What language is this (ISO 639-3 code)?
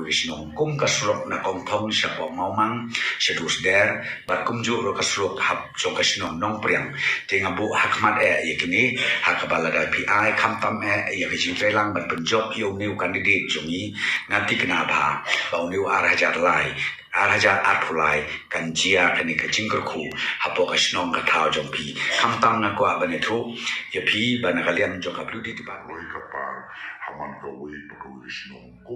kha